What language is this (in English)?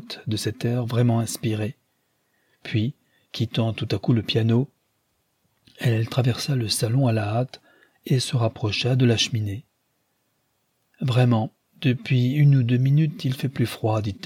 French